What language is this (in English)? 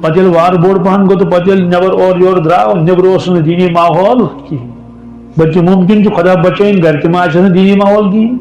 Kashmiri